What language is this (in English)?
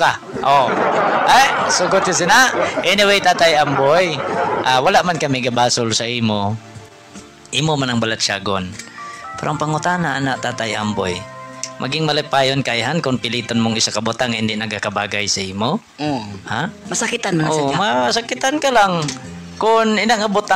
Hiligaynon